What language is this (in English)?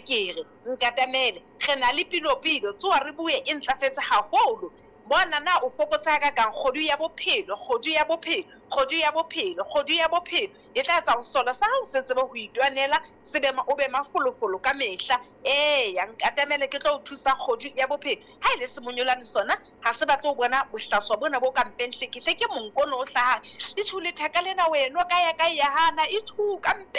Southern Sotho